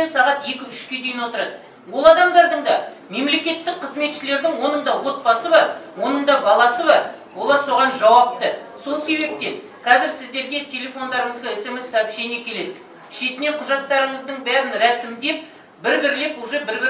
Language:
Kazakh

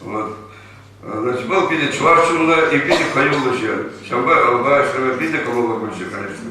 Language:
Chuvash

